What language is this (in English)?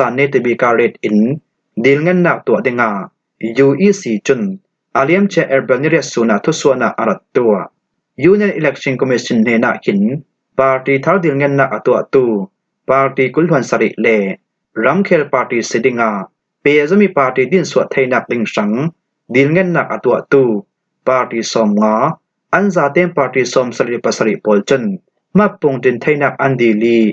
Falam Chin